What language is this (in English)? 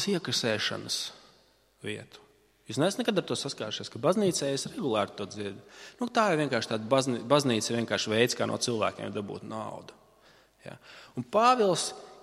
Latvian